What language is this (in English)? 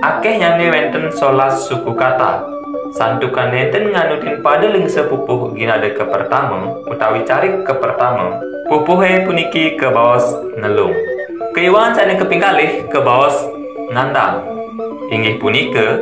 Balinese